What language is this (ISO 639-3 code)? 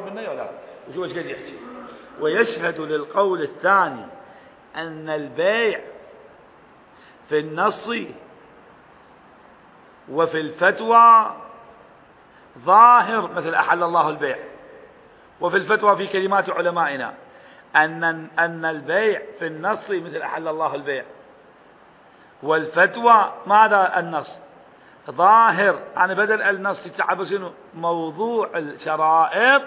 ara